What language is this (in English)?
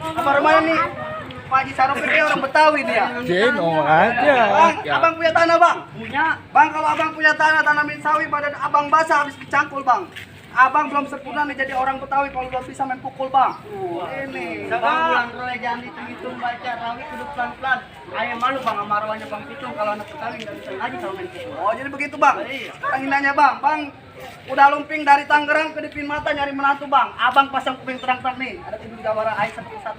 Betawi